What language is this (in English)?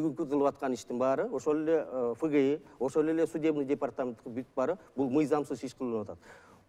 Kyrgyz